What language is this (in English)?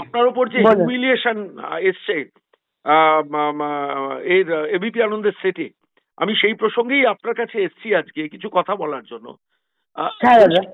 Bangla